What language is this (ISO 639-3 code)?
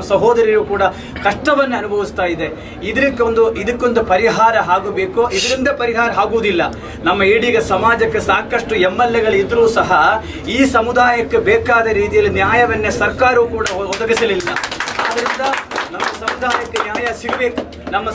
kan